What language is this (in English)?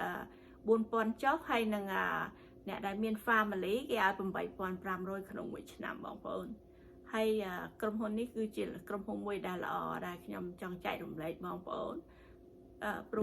Khmer